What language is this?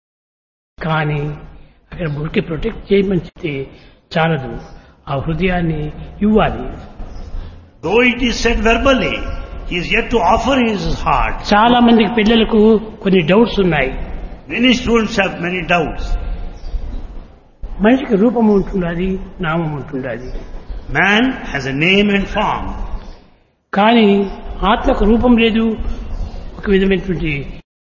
Telugu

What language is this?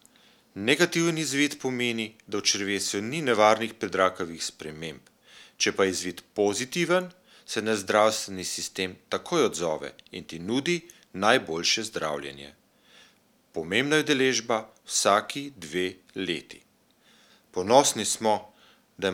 Slovenian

